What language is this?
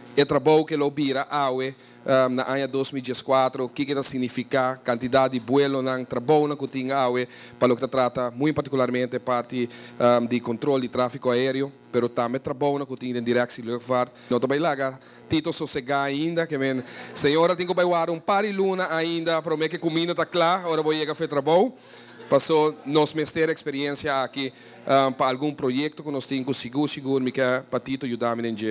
Papiamento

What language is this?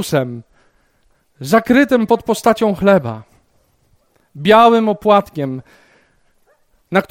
Polish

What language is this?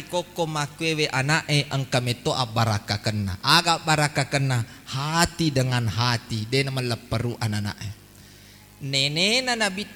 Buginese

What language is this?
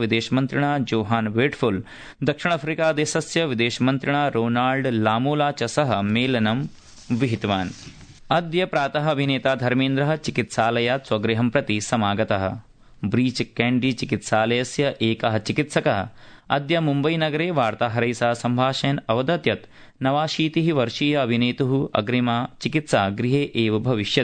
Sanskrit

